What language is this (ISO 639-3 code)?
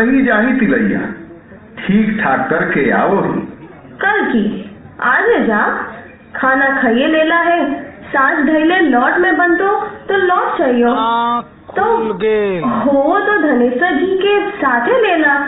mag